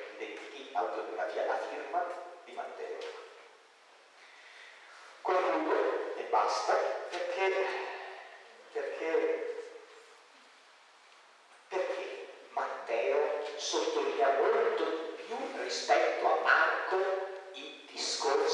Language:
Italian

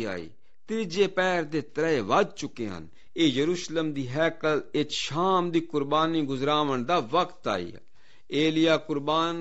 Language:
Saraiki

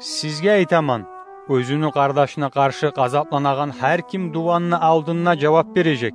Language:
Kumyk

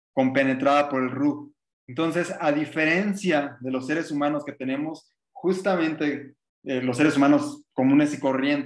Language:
Spanish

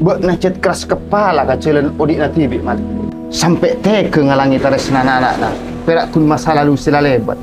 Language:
Madurese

